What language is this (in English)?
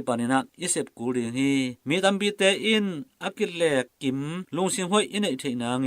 Tedim Chin